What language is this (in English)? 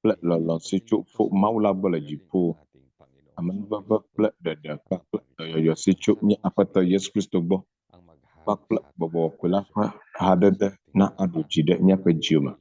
Ewe